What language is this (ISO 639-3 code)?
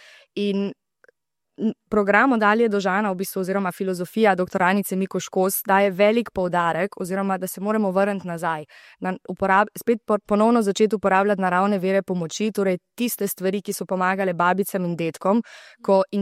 slv